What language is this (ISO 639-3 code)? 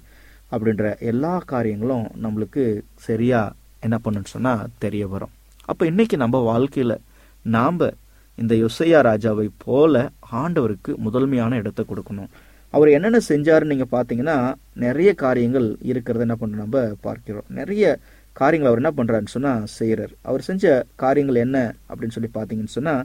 tam